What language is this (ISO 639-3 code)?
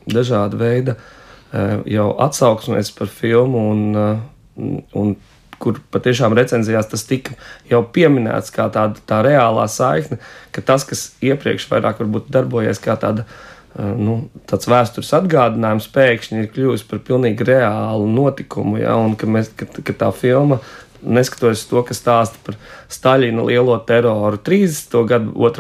lav